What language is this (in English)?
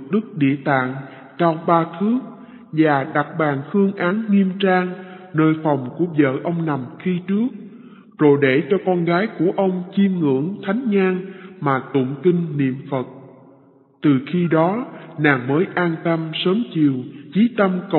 Vietnamese